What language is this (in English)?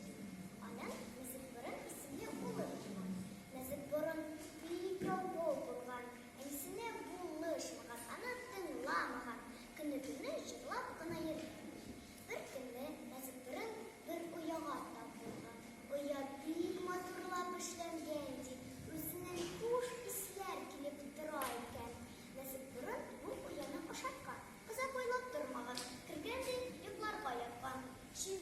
Tatar